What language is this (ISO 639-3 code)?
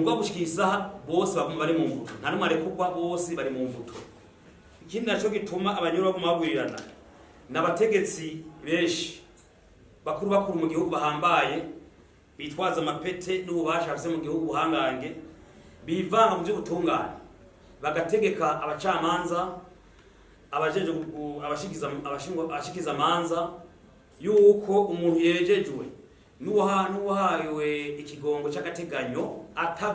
run